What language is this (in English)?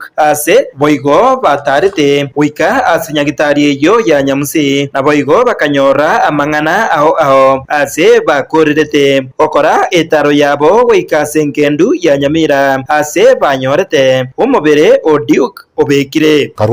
Gusii